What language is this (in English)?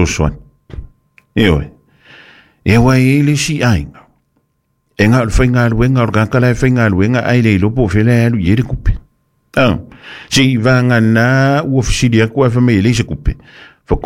Samoan